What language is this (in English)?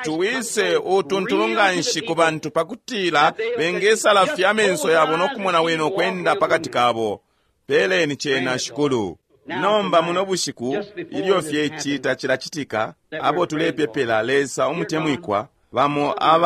Bemba